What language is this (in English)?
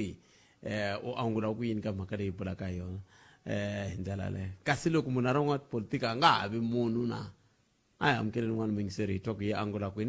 Tsonga